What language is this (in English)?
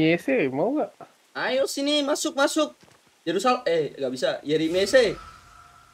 Indonesian